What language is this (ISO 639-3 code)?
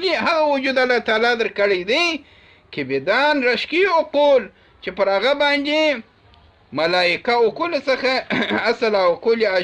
pus